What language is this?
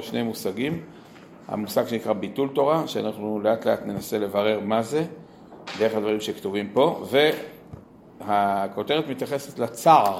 Hebrew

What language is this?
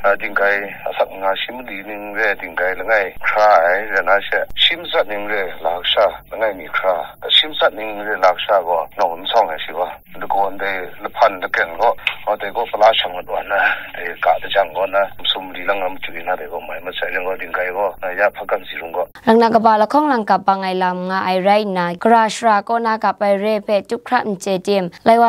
Kachin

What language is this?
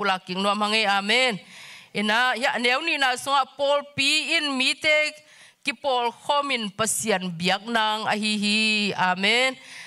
Tedim Chin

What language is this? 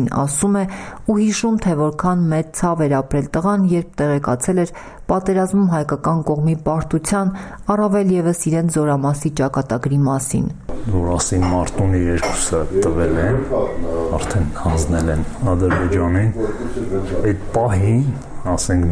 Armenian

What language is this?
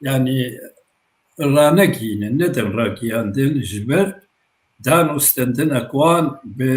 Kurdish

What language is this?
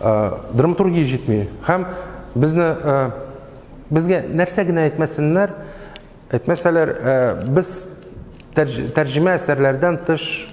Tatar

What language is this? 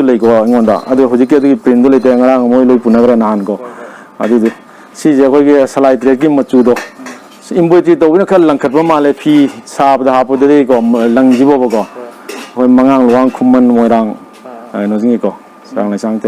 Manipuri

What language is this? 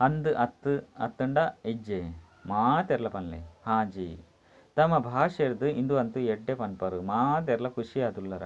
Tulu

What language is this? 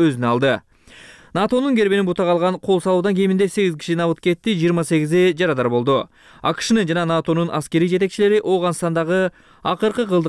Kyrgyz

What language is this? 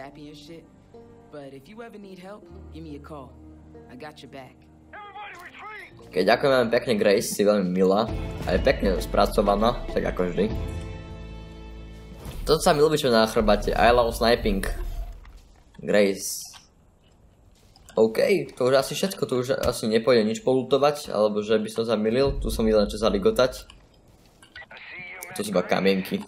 Slovak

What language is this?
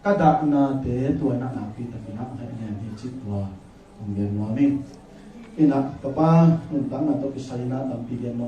Tedim Chin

